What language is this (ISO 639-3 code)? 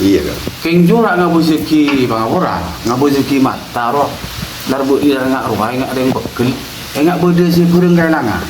mad